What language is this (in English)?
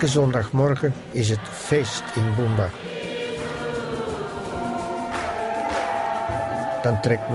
Dutch